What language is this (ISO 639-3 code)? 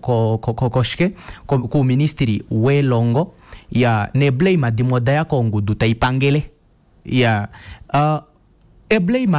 kua